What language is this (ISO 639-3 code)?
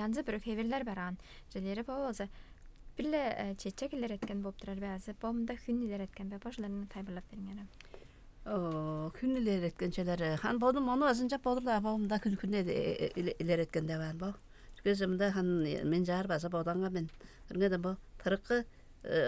tyv